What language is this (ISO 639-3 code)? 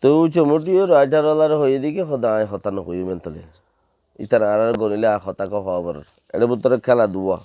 rhg